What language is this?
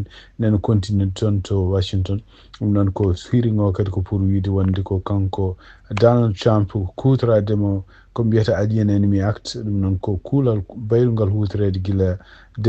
Fula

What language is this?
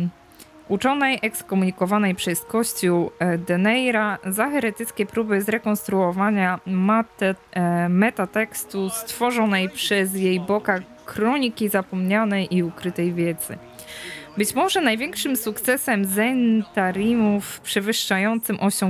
Polish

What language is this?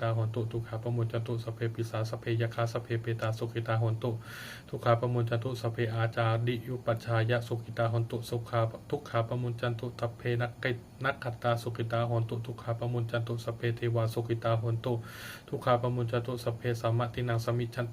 Pali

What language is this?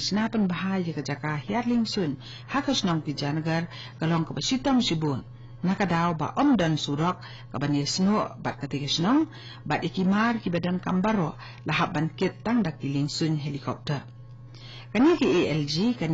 Khasi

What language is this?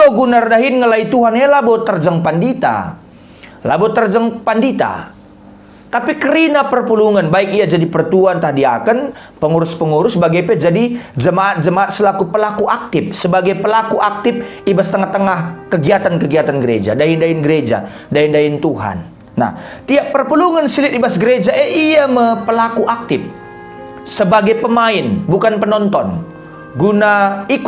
Batak Karo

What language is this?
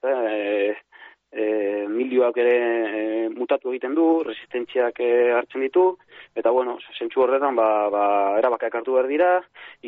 Basque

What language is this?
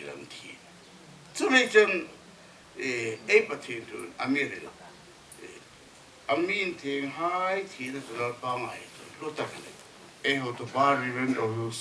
Hmar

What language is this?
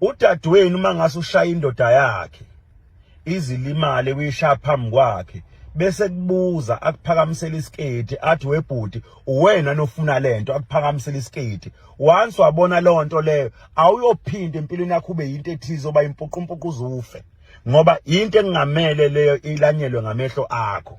Zulu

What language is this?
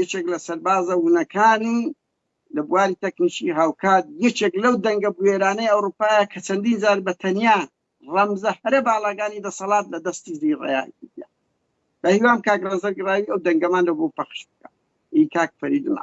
Central Kurdish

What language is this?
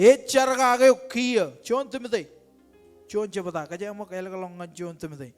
Marshallese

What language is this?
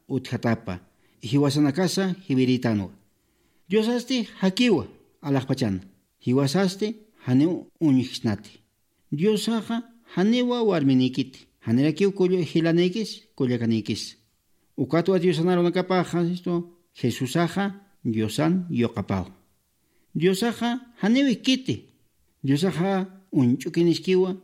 Aymara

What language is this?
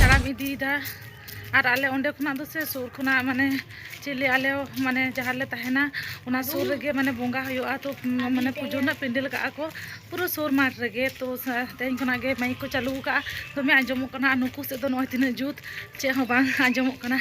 Santali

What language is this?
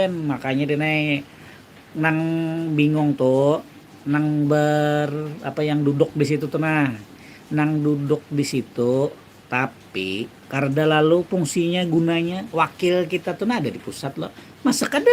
Banjar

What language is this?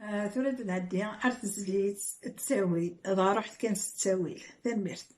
Kabyle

